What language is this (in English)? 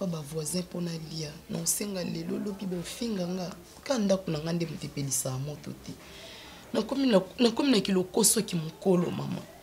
Lingala